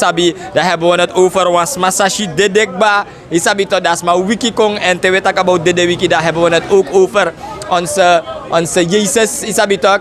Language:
Sranan Tongo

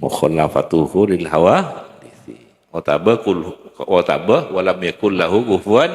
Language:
Madurese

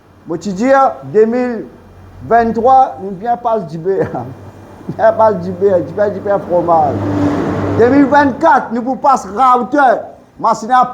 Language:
Morisyen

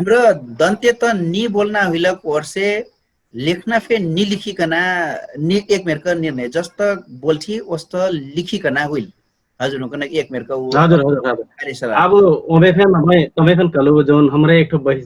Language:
Dangaura Tharu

